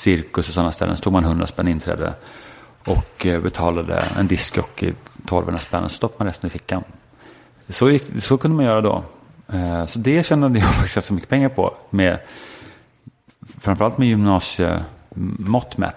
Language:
Swedish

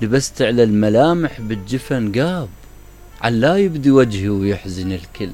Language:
Mesopotamian Arabic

